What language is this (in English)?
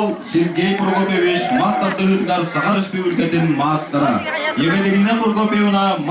Yakut